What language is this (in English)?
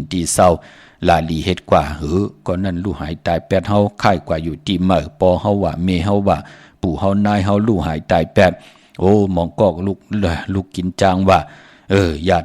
Shan